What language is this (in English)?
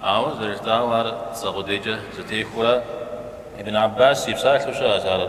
Kabardian